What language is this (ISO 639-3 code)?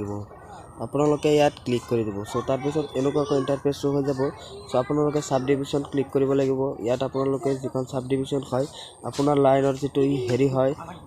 asm